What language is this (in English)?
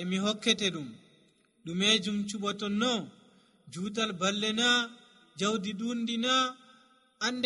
Nigerian Fulfulde